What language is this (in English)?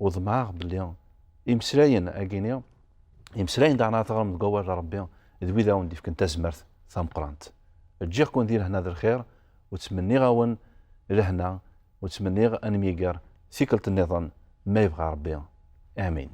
Kabyle